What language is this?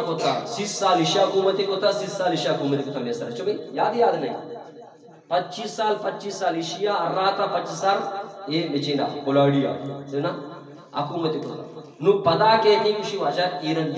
Eastern Balochi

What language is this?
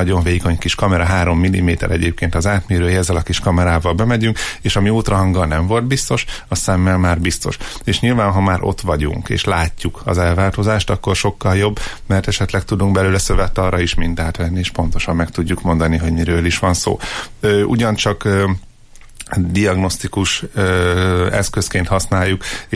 Hungarian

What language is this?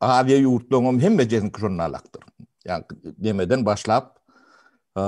Turkmen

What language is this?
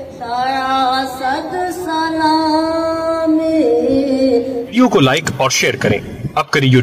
Eastern Balochi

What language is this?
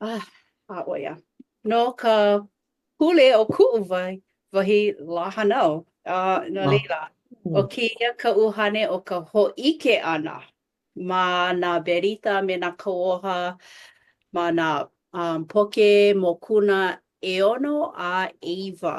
Hawaiian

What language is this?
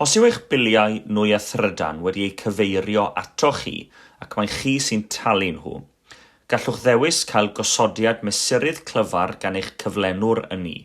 Welsh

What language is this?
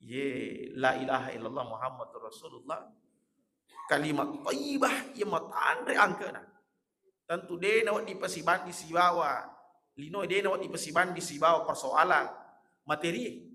Buginese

